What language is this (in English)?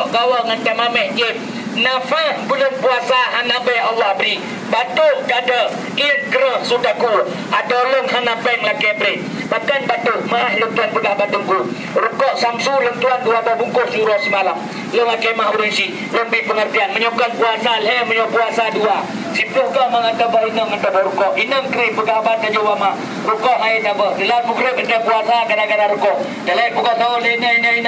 Achinese